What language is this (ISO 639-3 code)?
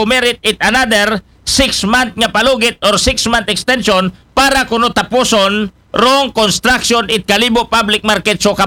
akl